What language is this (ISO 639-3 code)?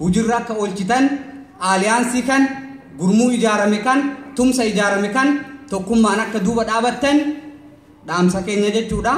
orm